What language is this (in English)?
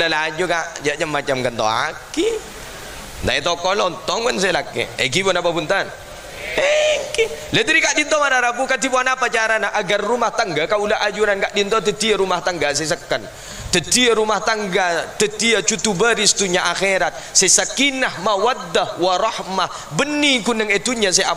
Madurese